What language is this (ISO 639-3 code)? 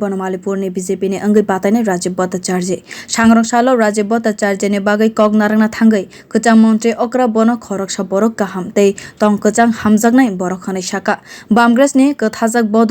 trp